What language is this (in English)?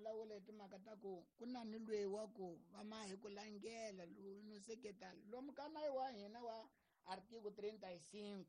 Tsonga